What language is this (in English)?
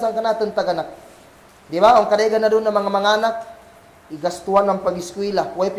Kagan Kalagan